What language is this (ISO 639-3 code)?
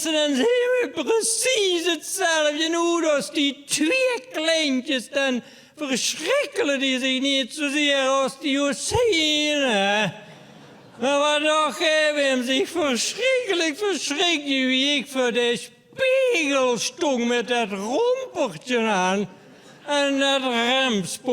lim